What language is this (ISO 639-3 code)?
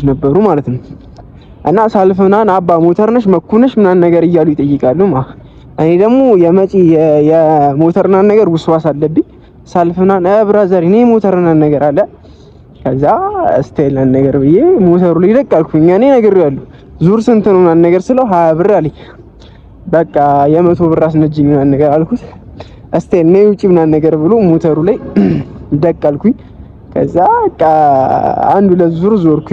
amh